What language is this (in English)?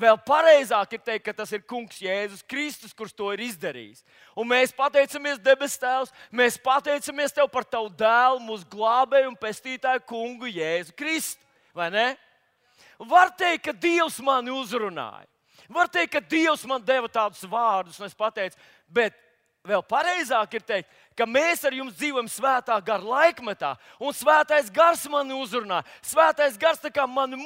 Latvian